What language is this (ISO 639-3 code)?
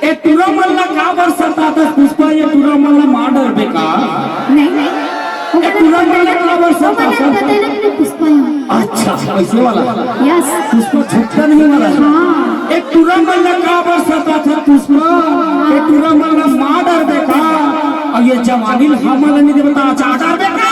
hne